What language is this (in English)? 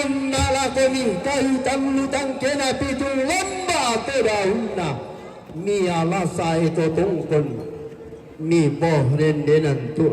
Toraja-Sa'dan